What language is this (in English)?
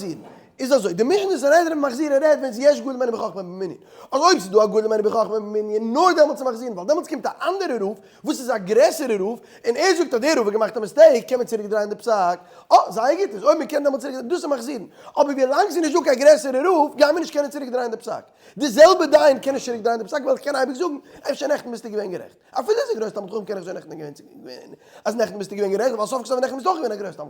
Yiddish